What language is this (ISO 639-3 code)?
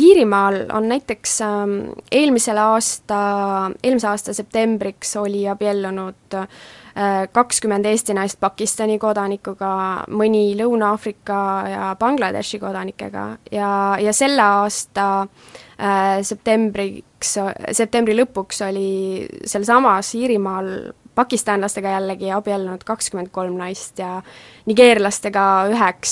est